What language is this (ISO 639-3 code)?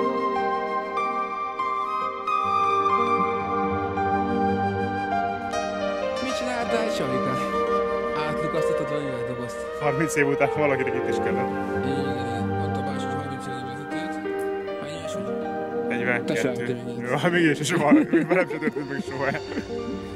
hun